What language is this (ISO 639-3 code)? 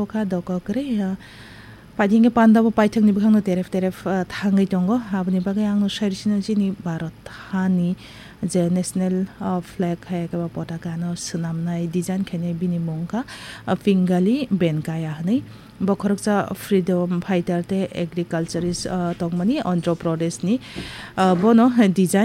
trp